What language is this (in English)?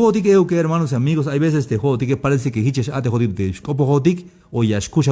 Tzeltal